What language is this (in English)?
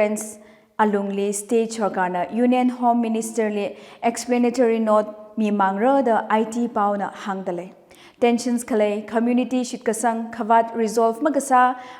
Tangkhul Naga (India)